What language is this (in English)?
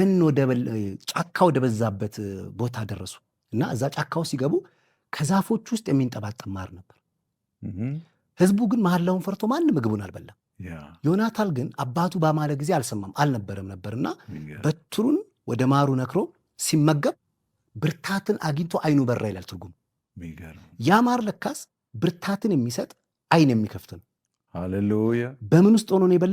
Amharic